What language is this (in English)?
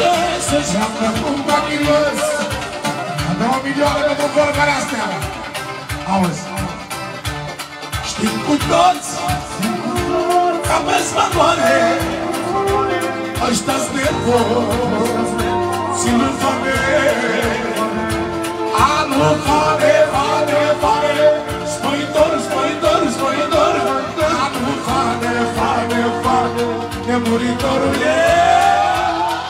Romanian